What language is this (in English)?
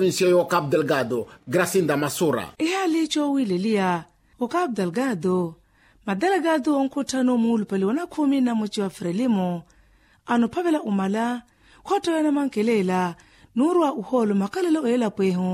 Makhuwa